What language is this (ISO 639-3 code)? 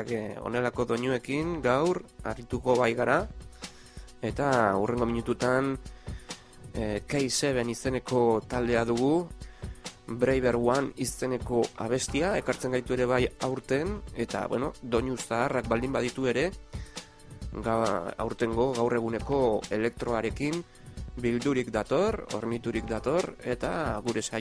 eus